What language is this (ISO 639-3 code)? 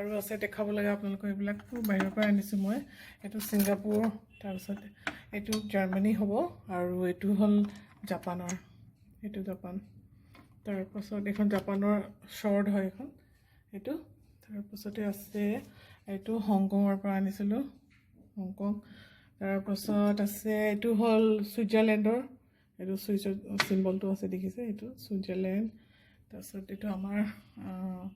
asm